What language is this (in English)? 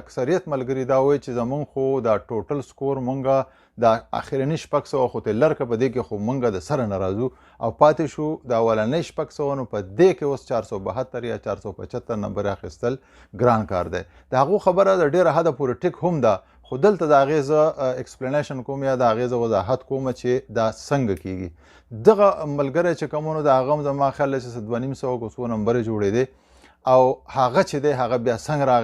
Pashto